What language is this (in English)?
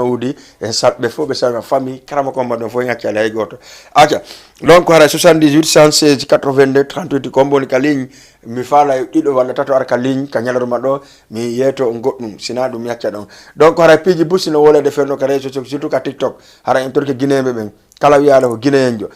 Fula